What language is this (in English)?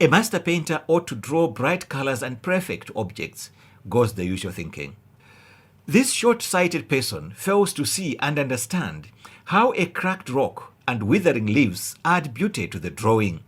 English